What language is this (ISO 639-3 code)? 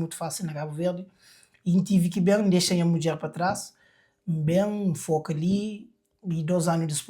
kea